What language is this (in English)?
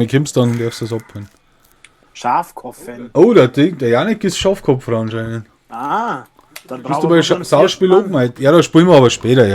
Bavarian